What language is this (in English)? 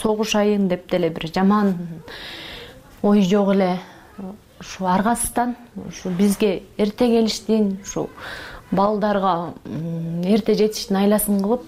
Kyrgyz